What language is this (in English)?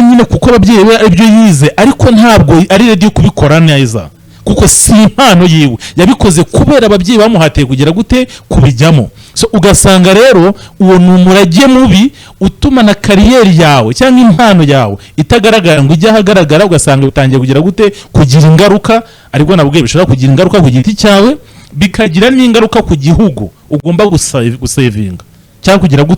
Kinyarwanda